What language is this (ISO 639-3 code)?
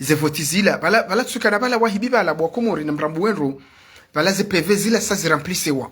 zdj